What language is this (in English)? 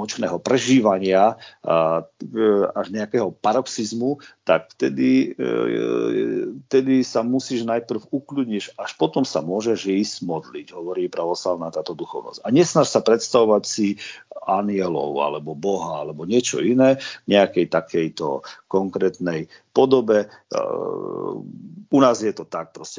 Slovak